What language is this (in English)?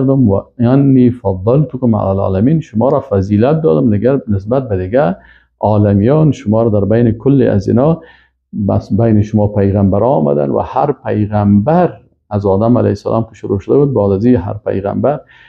Persian